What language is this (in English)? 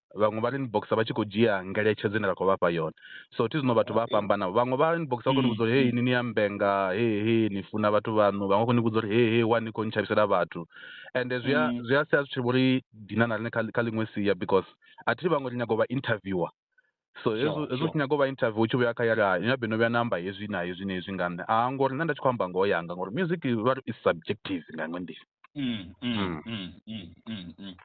Venda